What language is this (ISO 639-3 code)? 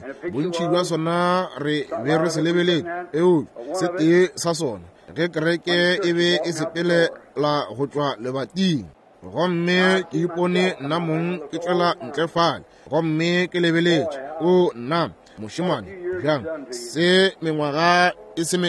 nso